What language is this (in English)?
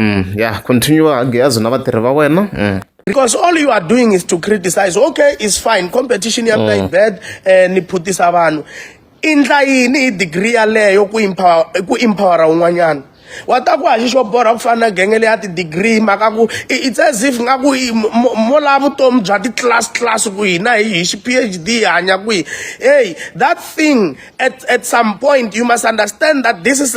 Tsonga